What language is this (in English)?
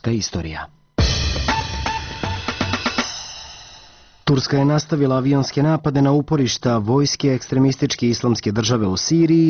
Serbian